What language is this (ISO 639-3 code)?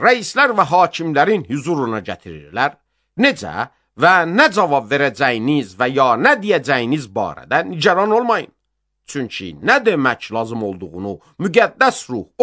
aze